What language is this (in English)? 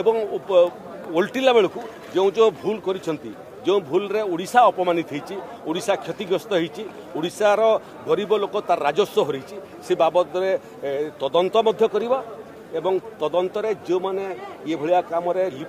Odia